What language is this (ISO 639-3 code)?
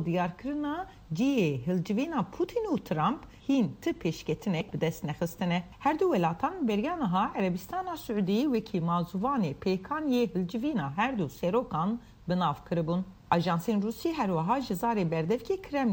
kur